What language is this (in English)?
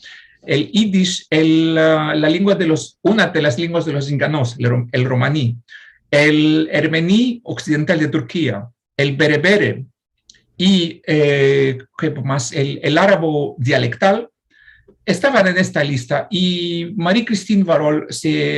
Ladino